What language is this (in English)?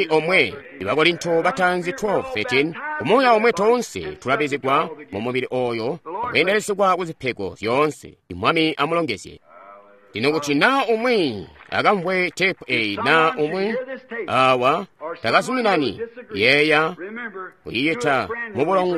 Tonga (Zambia)